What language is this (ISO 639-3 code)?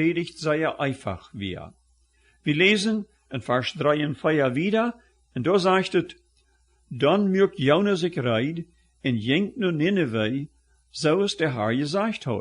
pdt